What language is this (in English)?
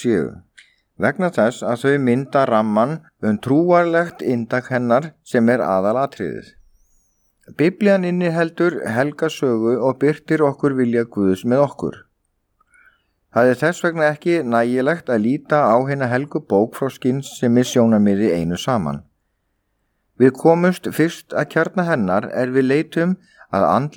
Icelandic